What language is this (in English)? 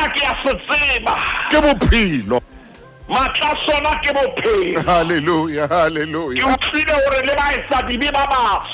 Southern Sotho